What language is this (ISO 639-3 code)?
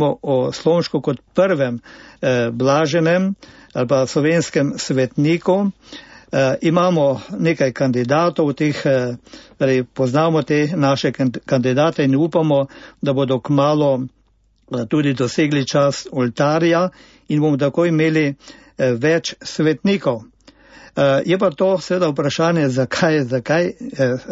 slv